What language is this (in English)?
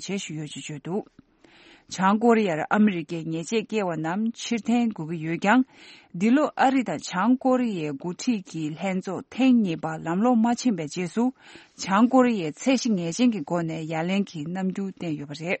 Tibetan